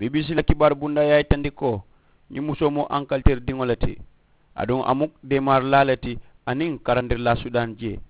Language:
Mandingo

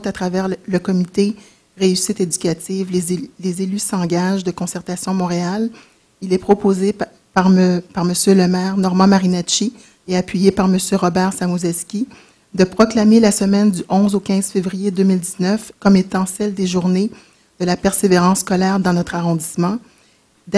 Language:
French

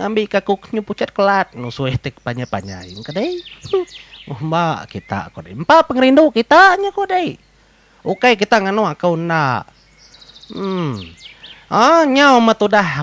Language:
Iban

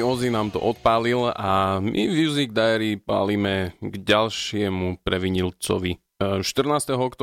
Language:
Slovak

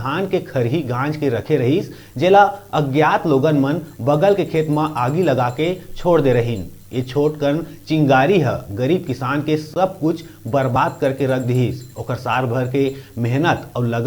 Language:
Chhattisgarhi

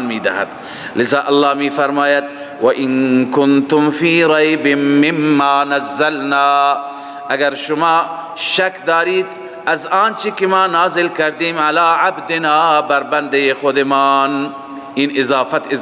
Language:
Persian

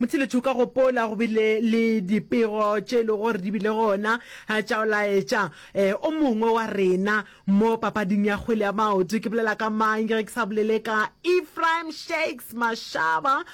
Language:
Northern Sotho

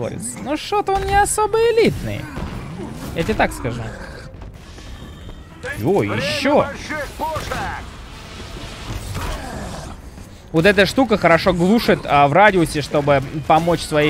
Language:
Russian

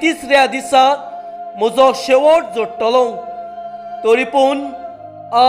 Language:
Konkani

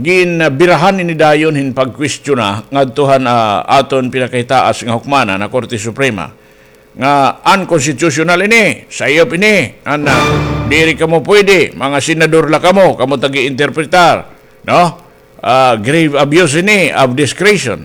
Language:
Waray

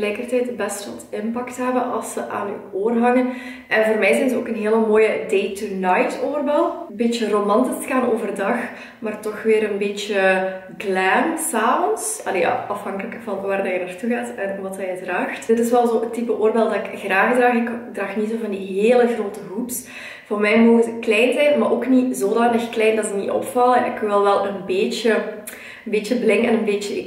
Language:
Dutch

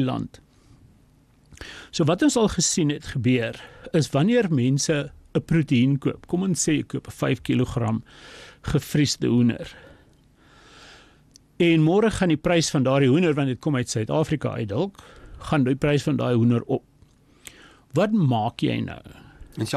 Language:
Afrikaans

